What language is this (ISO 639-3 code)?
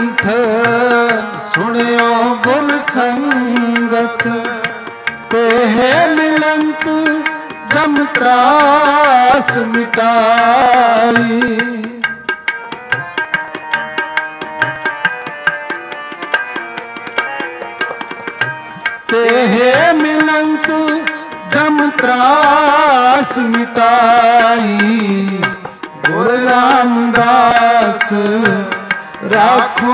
pan